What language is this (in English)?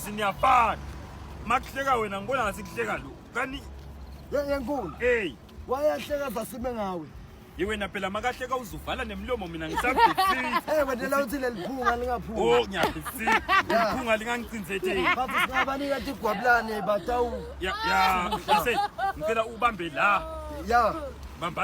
Zulu